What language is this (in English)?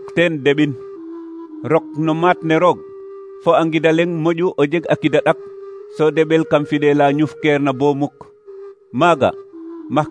Serer